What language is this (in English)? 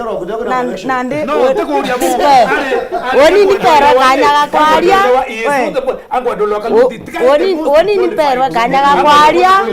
Meru